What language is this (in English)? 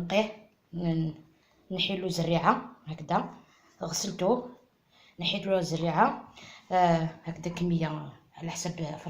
Algerian Arabic